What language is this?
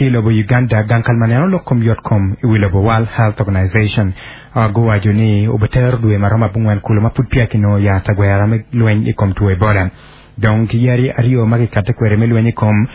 Acoli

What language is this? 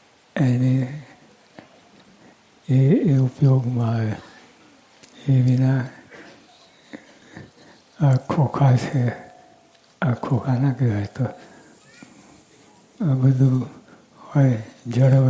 Gujarati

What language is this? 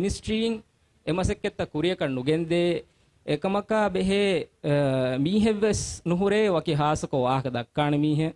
Divehi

